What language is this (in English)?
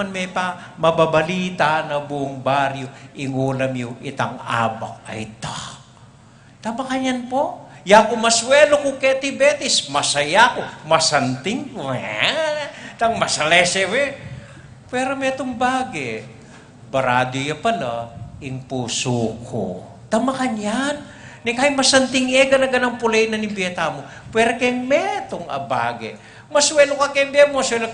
Pampanga